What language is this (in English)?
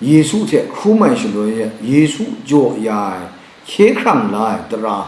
Kachin